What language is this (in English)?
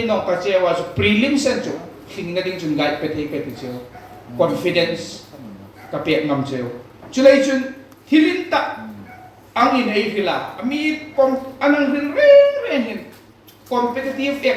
Hmar